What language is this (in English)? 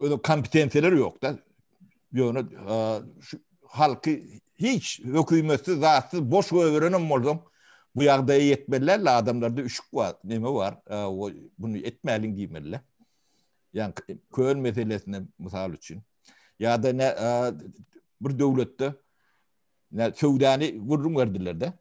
Turkmen